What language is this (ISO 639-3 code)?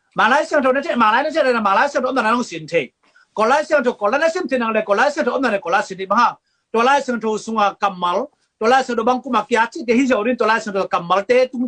ctd